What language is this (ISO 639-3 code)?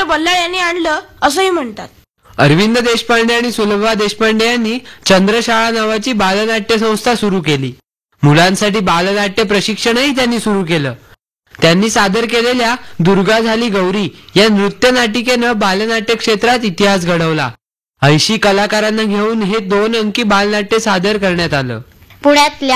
mar